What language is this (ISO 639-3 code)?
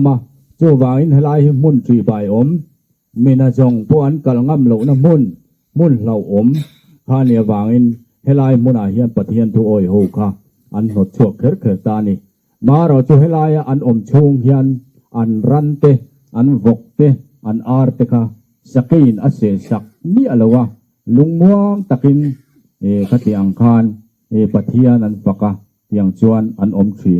lus